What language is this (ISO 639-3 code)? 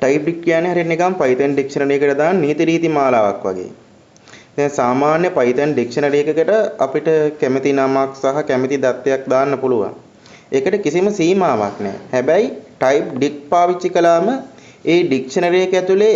sin